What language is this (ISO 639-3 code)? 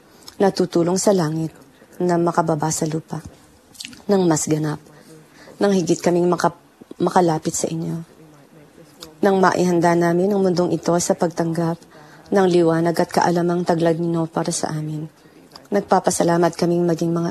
fil